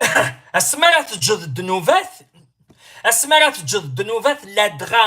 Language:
Kabyle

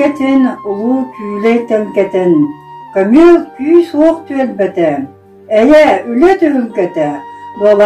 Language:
Yakut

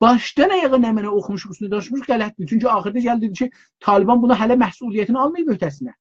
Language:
South Azerbaijani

